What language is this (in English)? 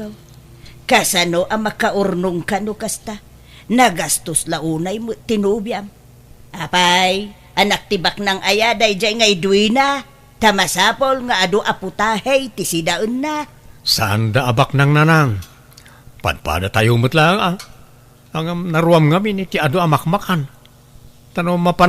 Iloko